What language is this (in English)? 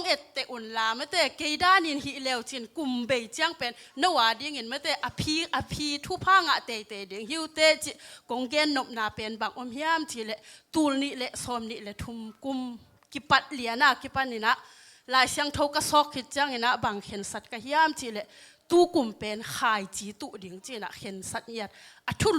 Tedim Chin